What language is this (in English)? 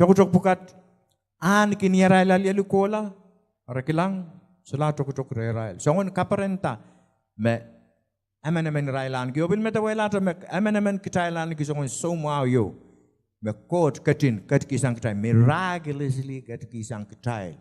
Pohnpeian